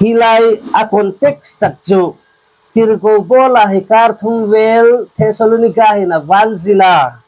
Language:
Hmar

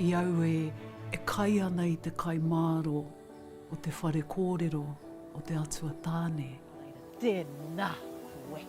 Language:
Māori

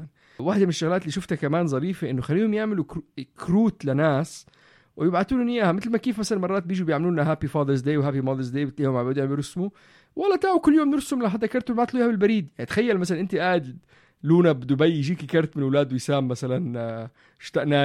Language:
North Levantine Arabic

